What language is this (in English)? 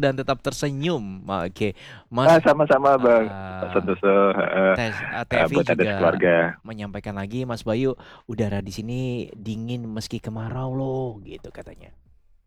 Indonesian